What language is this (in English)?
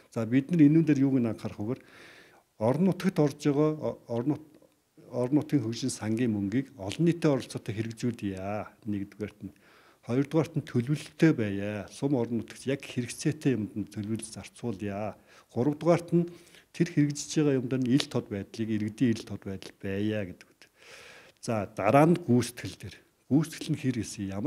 Mongolian